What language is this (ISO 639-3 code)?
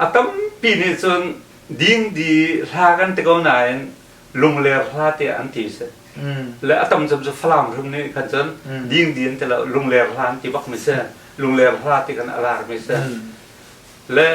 cnh